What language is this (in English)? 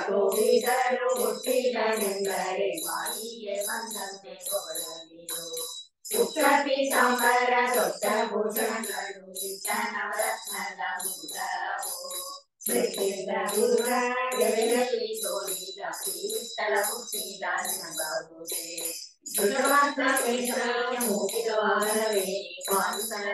Kannada